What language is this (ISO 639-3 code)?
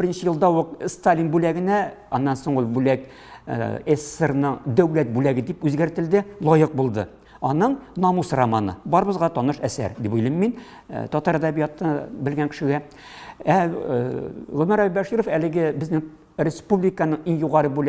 tat